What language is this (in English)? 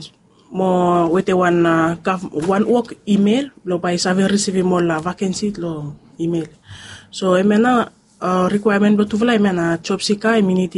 Bislama